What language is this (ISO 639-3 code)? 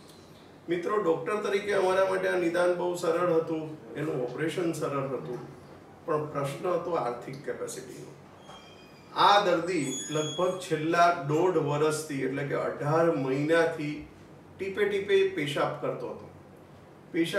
guj